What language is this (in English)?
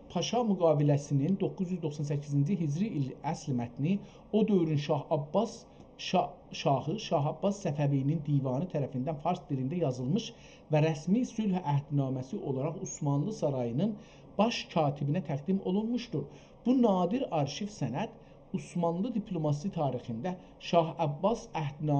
South Azerbaijani